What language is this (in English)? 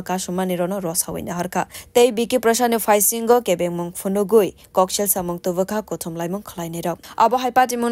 Kok Borok